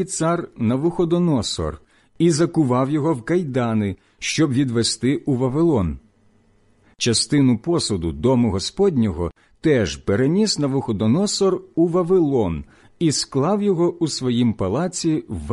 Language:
Ukrainian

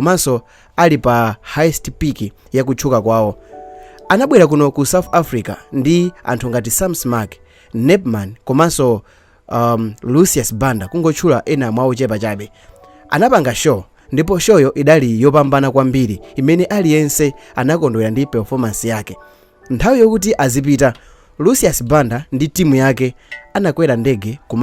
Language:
Nyanja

